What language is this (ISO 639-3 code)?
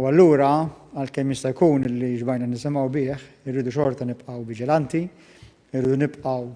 mlt